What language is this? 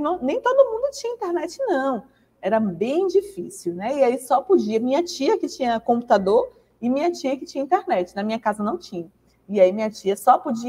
Portuguese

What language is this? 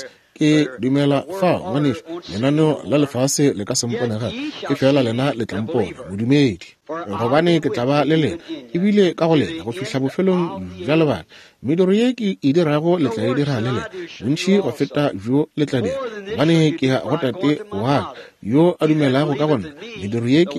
Northern Sotho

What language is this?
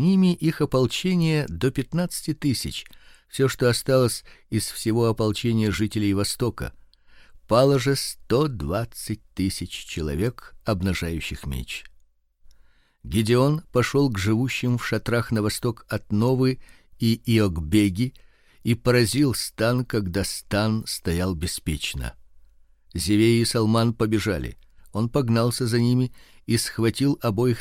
Russian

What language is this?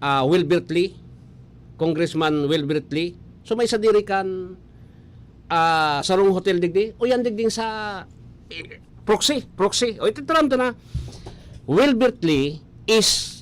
Bikol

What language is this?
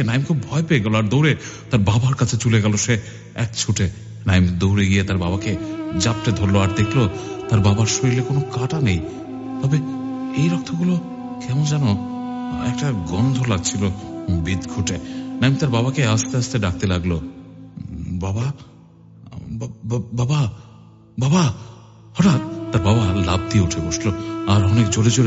Bangla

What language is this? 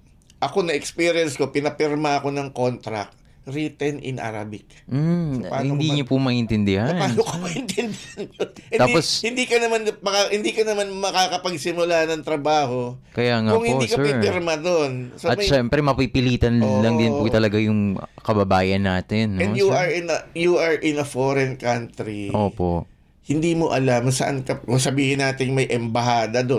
Filipino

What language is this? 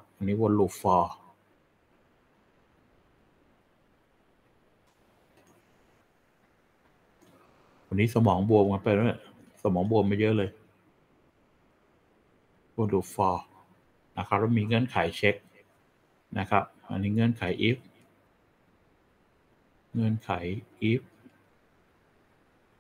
Thai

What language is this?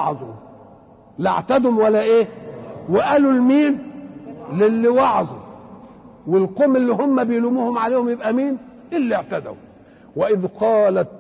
Egyptian Arabic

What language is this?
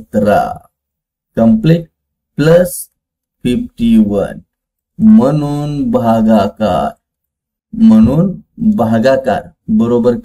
Marathi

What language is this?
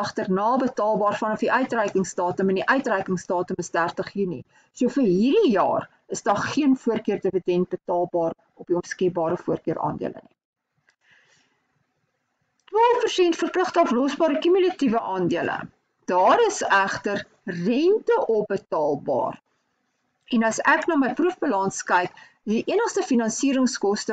Afrikaans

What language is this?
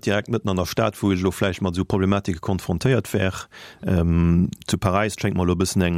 Luxembourgish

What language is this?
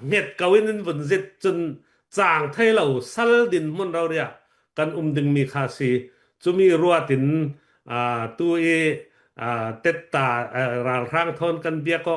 Falam Chin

